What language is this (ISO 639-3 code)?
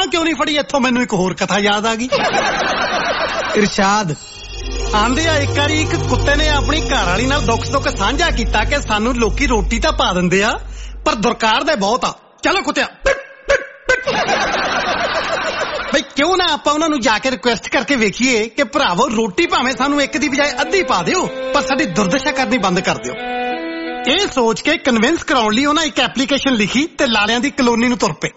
pan